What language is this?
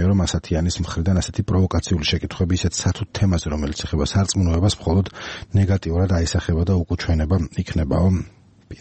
Georgian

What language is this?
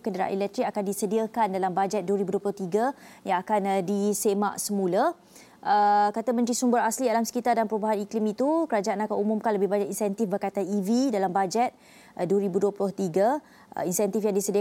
Malay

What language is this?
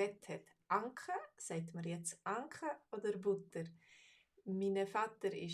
Swiss German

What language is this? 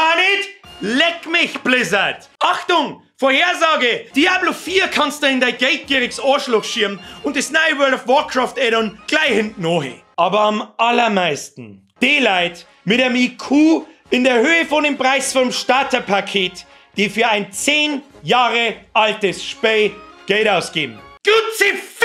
Bavarian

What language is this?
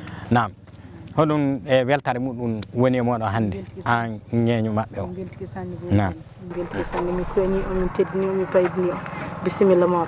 Fula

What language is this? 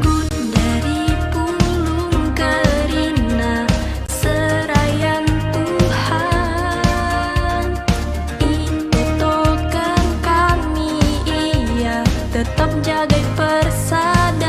Batak Karo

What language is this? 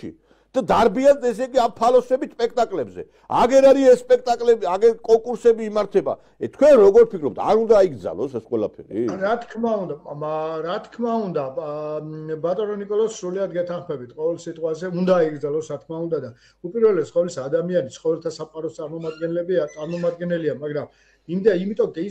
Georgian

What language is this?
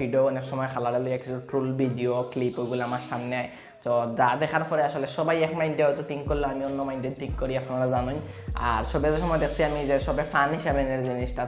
Sylheti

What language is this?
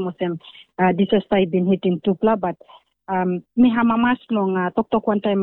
Tok Pisin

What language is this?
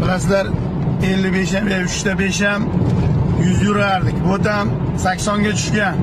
Uzbek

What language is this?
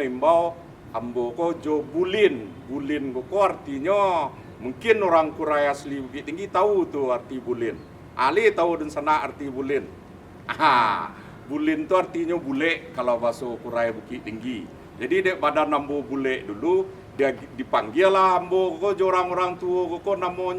Minangkabau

